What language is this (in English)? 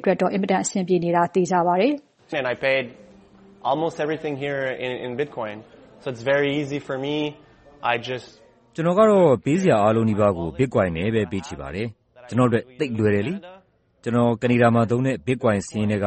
Burmese